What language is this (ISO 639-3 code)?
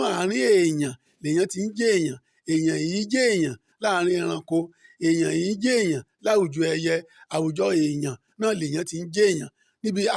yor